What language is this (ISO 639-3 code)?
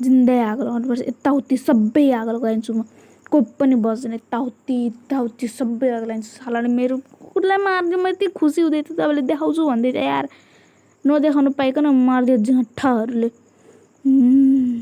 nep